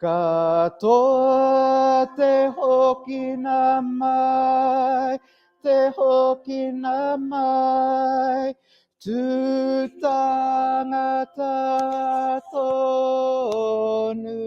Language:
Māori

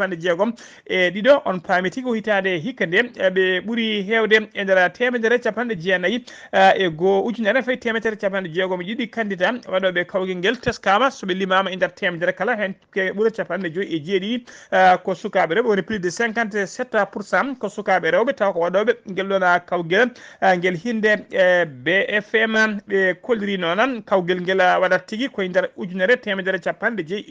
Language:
Fula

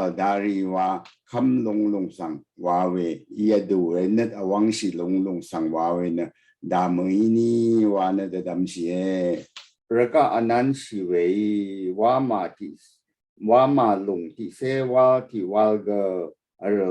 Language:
Rawang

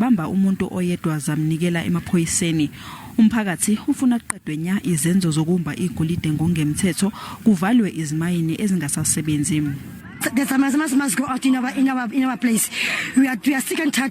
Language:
Zulu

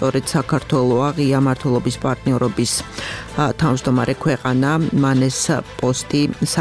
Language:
Georgian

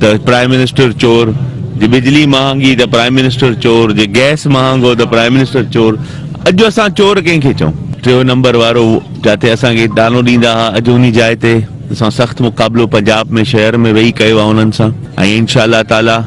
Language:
Sindhi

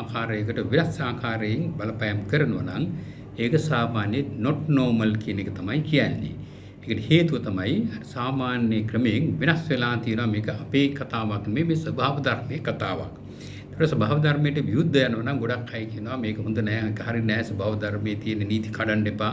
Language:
Sinhala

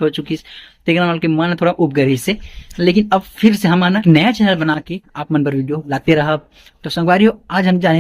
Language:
Chhattisgarhi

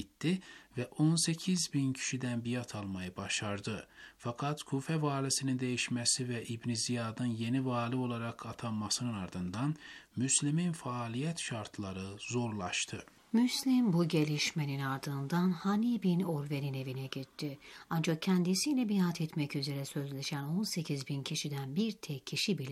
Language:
Turkish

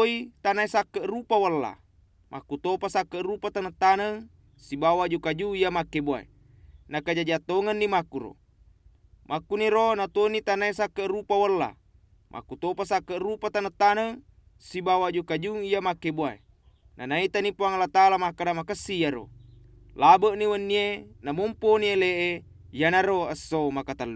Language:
Buginese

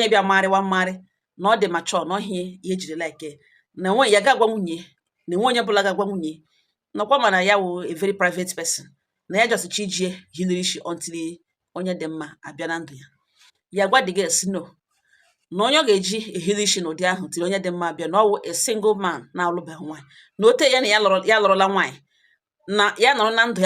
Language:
Igbo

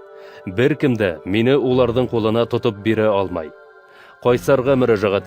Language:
Bashkir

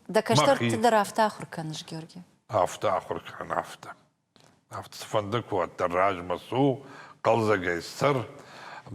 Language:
Ossetic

